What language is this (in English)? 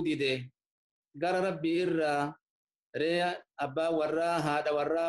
Oromo